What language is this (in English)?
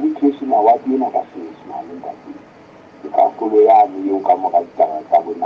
Southern Sotho